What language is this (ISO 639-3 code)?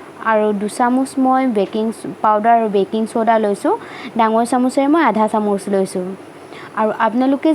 asm